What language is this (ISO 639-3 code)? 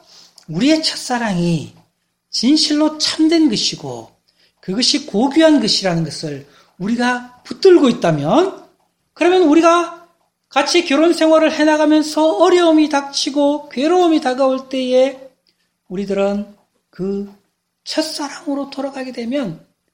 kor